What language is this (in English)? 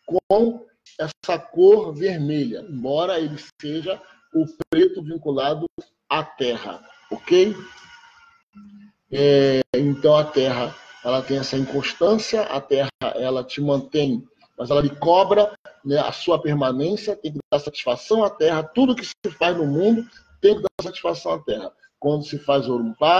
Portuguese